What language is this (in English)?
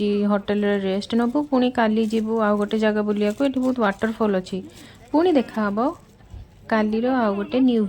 Odia